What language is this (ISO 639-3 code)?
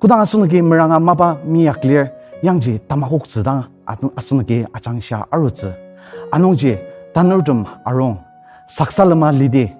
njo